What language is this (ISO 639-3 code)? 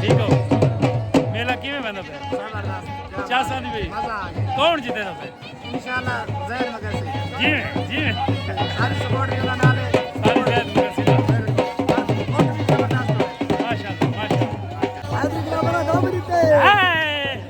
skr